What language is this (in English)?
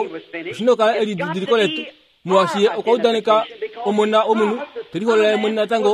Kuanyama